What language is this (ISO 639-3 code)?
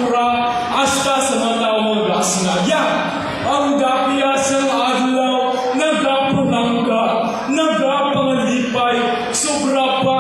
hil